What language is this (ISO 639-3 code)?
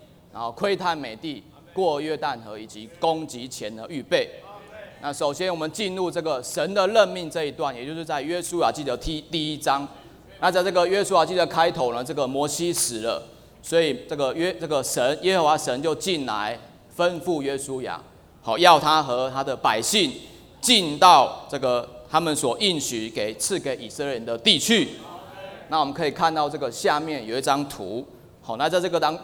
zho